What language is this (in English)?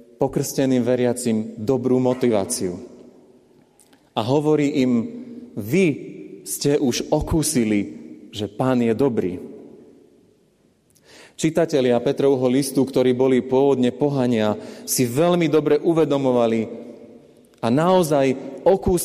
Slovak